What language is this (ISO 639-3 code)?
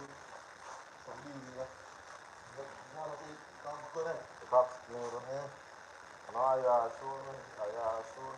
jam